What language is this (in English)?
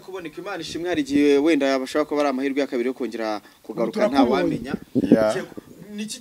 Kinyarwanda